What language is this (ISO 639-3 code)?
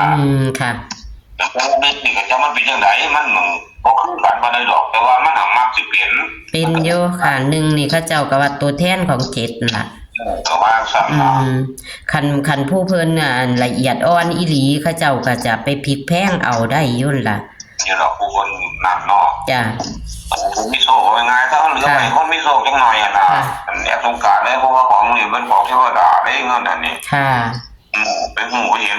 tts